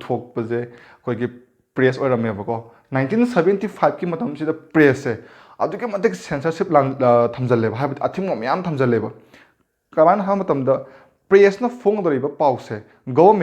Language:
Manipuri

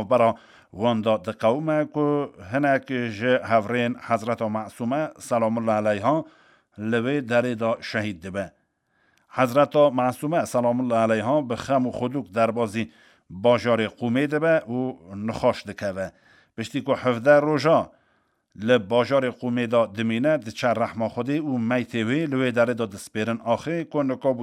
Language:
Kurdish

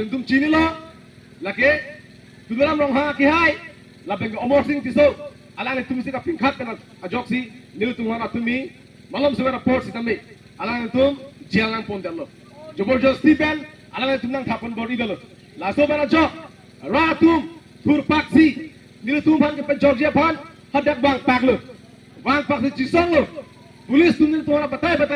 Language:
Karbi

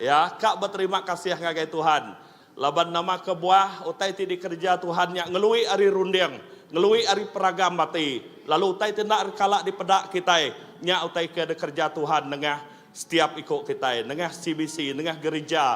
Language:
Iban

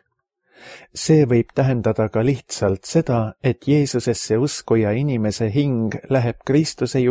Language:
Estonian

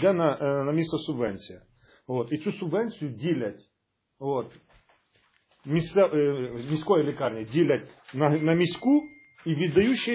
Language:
Ukrainian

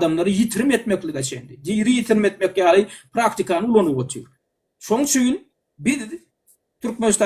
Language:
Turkmen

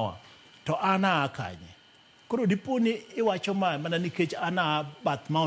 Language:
Luo (Kenya and Tanzania)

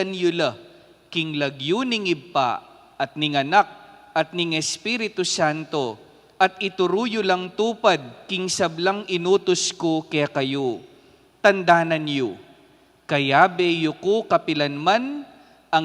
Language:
Pampanga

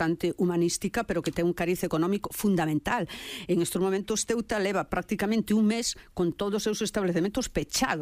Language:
Galician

